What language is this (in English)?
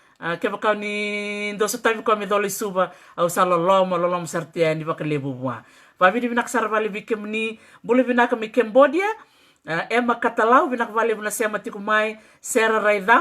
Fijian